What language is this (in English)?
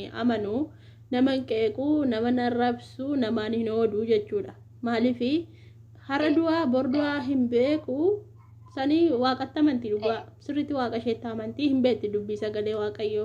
Oromo